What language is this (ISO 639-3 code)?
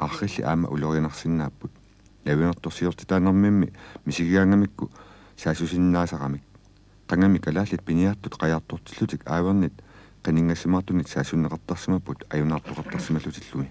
kal